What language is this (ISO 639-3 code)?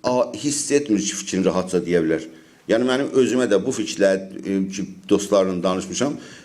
azb